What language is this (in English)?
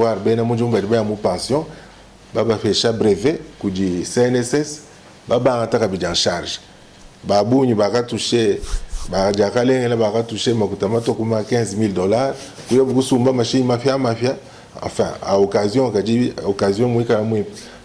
Luba-Lulua